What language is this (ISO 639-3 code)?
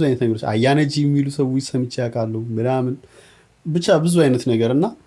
amh